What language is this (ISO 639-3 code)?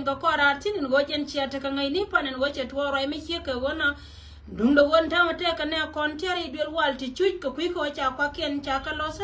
nus